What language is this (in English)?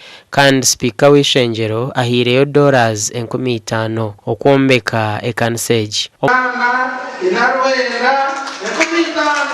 Nyankole